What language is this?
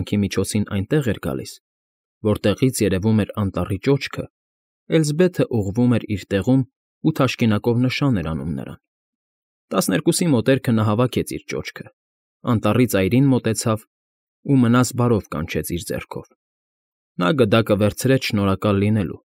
Armenian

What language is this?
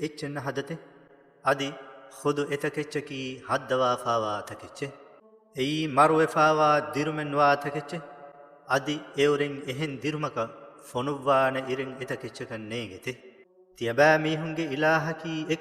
Divehi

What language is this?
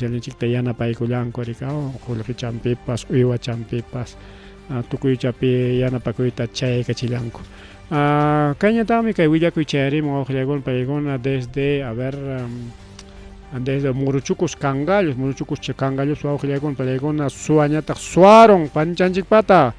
Ayacucho Quechua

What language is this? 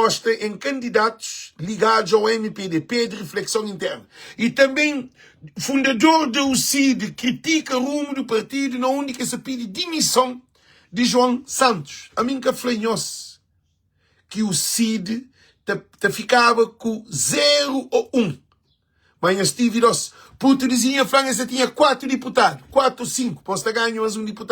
Kabuverdianu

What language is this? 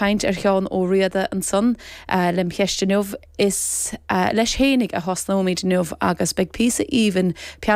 Irish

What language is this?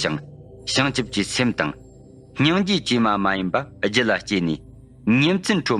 Tibetan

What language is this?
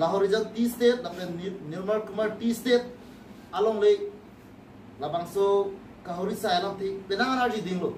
Karbi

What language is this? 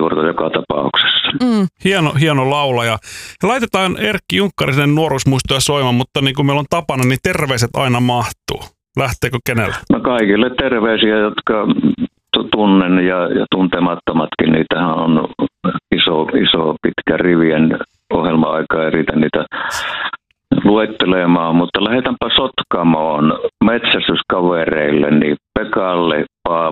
Finnish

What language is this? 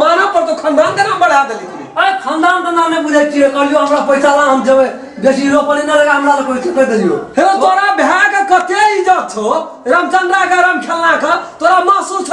Maithili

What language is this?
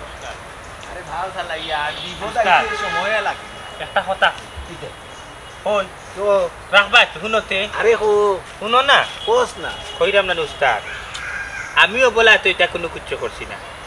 Sylheti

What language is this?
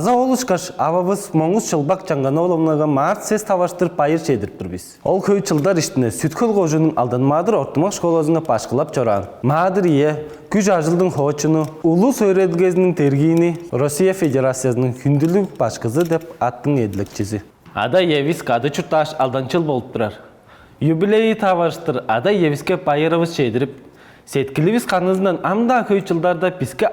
Tuvinian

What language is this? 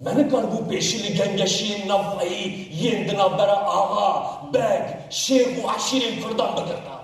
Kurdish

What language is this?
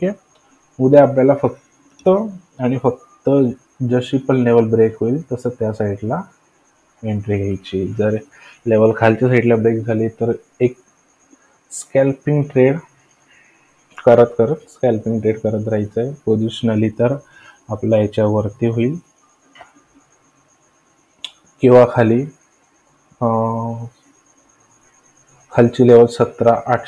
Marathi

